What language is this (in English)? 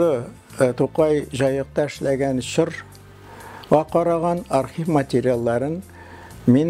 Tatar